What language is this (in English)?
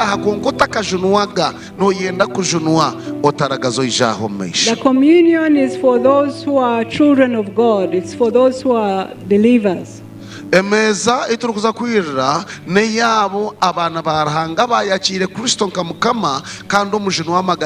Nyankole